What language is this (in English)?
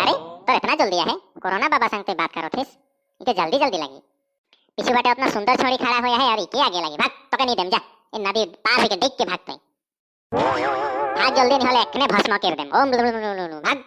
Sadri